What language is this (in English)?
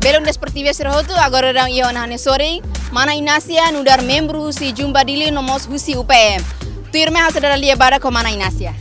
Tetum